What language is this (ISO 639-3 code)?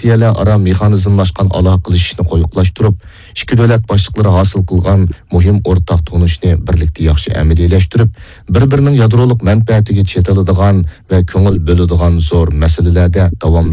uig